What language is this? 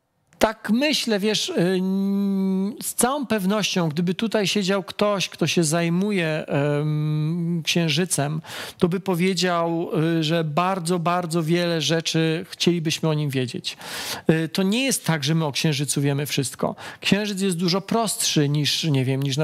Polish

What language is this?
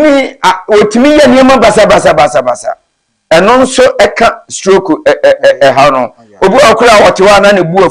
Akan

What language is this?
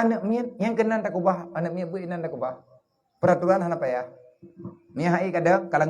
Achinese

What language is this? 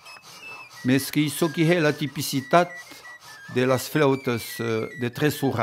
Occitan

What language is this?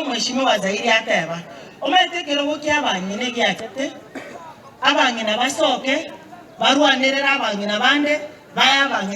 Gusii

